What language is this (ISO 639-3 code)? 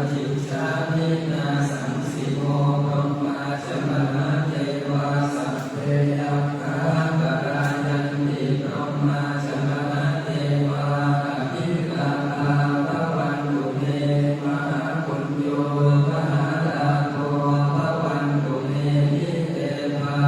pli